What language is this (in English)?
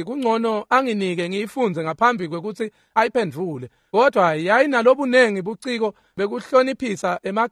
Swati